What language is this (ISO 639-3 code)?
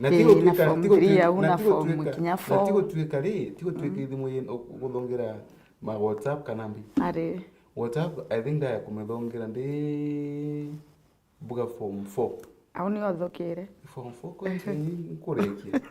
mer